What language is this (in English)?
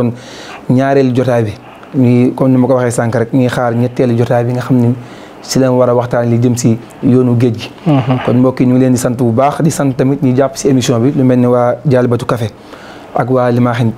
Wolof